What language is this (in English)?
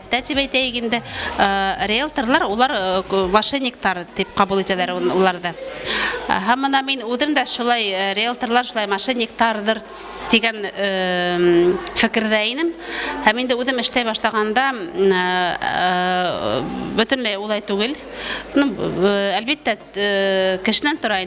Bashkir